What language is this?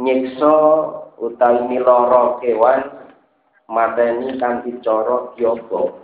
Javanese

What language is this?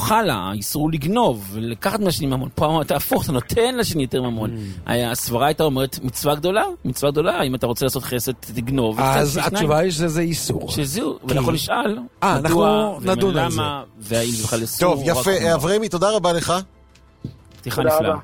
Hebrew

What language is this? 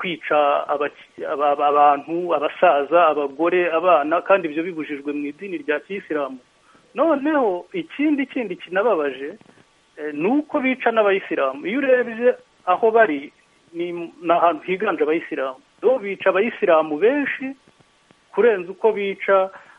Kinyarwanda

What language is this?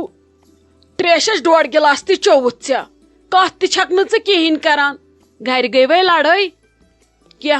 Kashmiri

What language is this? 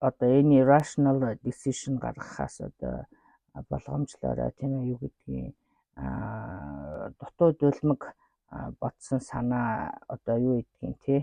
Mongolian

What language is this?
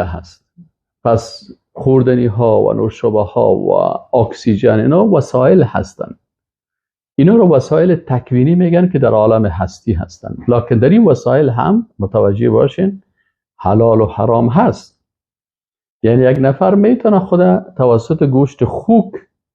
Persian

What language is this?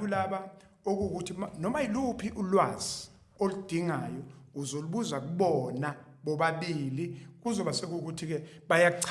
Zulu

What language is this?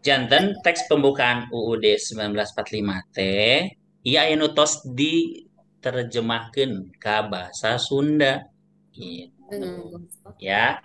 Sundanese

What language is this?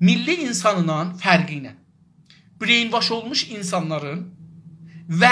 South Azerbaijani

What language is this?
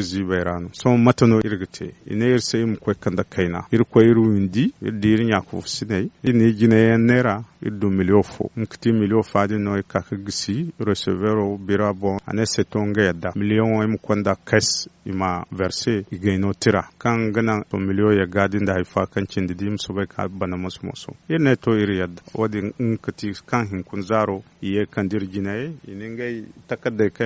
Zarma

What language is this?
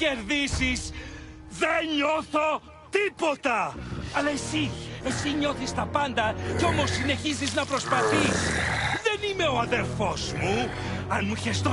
Greek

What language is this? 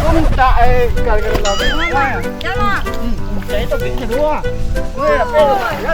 Minangkabau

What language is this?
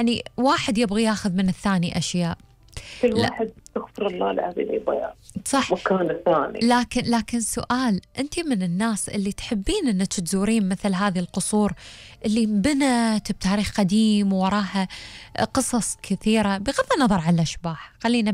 Gulf Arabic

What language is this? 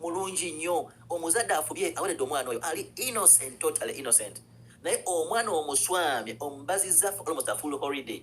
Ganda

